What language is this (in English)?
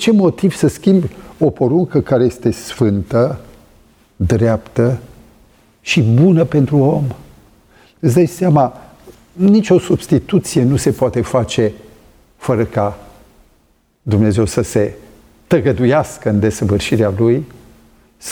Romanian